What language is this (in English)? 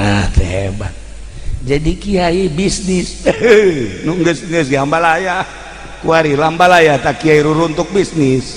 Sundanese